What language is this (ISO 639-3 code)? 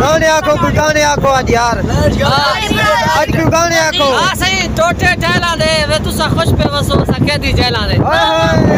skr